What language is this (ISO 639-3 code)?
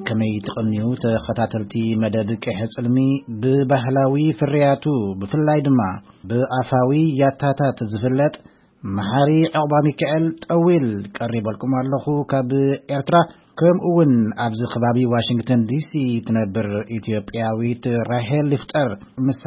tir